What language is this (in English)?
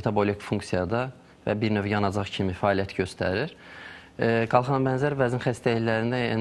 Azerbaijani